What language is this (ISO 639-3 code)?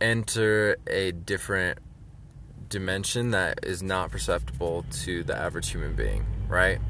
eng